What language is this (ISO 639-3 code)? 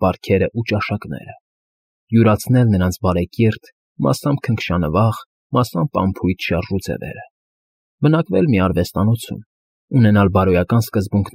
hye